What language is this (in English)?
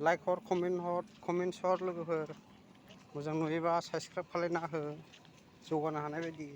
Bodo